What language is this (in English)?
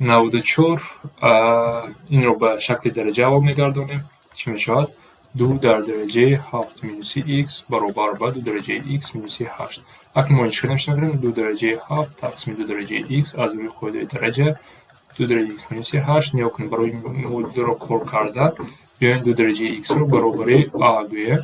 Tajik